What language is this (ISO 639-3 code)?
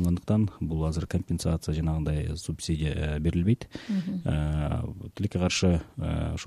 kir